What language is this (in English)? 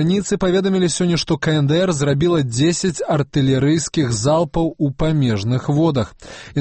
Belarusian